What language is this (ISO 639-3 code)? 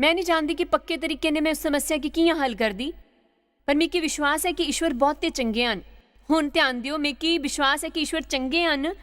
doi